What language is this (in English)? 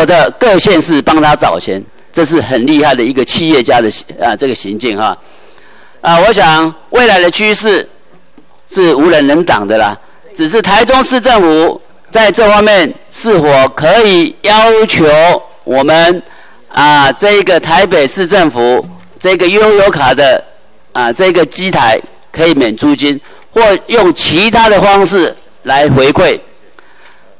Chinese